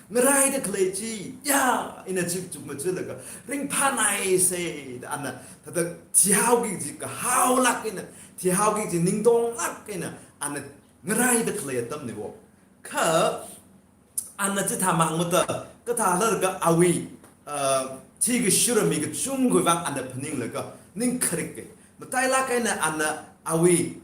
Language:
Tangkhul Naga (India)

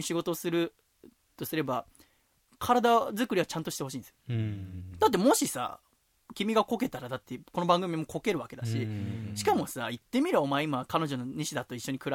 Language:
Japanese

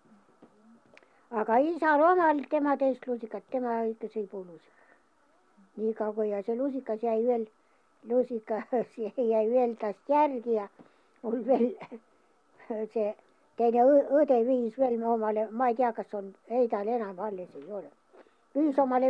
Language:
Estonian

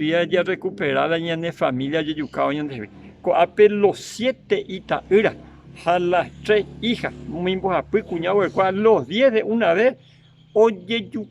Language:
Guarani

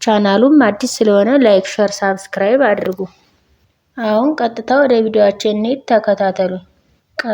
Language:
Amharic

